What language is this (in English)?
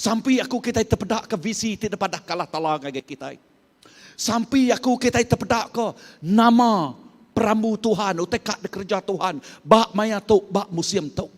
Iban